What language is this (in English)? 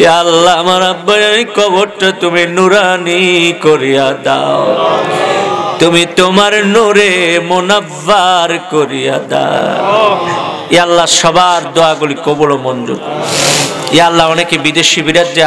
Bangla